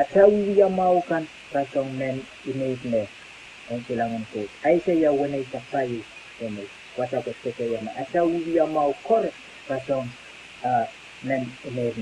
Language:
Pohnpeian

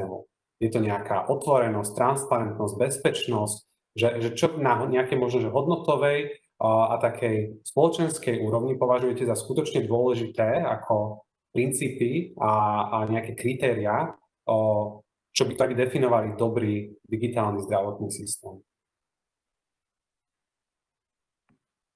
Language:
Slovak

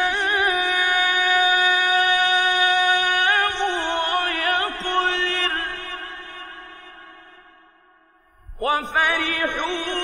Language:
Arabic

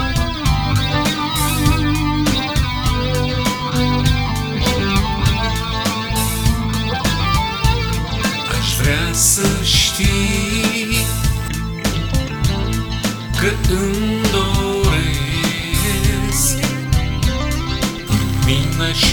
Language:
Romanian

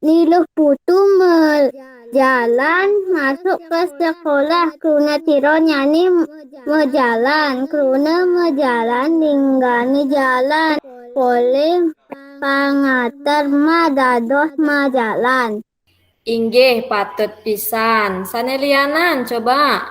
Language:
Balinese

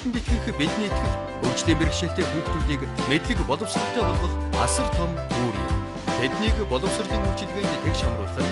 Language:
Mongolian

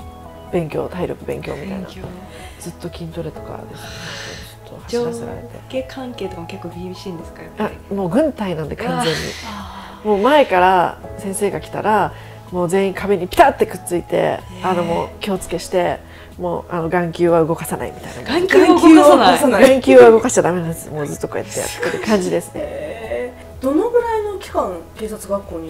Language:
Japanese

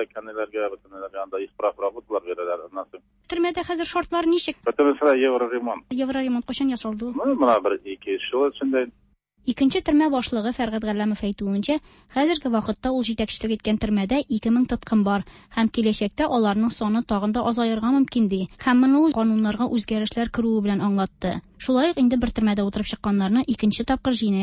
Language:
Tatar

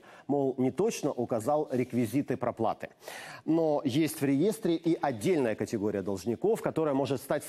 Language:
Russian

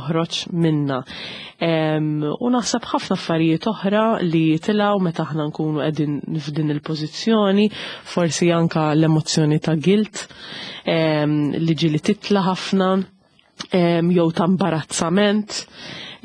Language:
Maltese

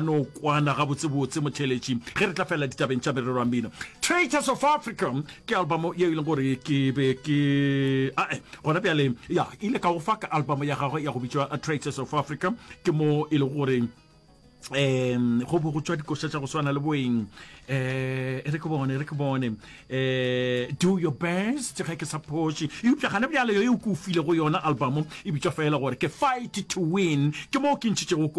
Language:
Northern Sotho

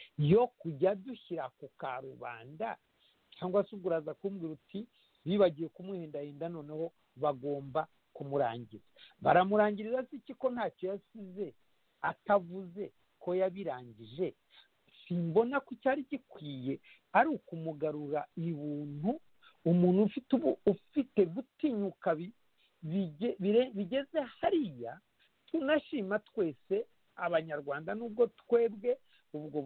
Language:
Kinyarwanda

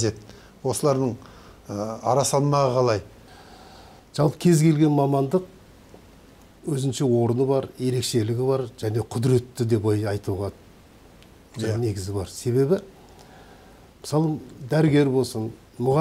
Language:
Kazakh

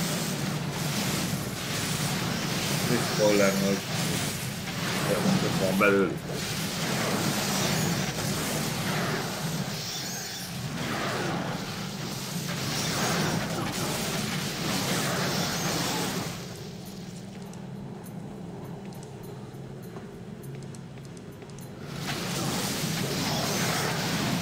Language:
Hungarian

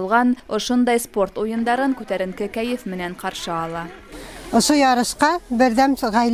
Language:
Bashkir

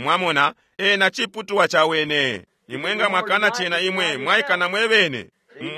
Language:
Bemba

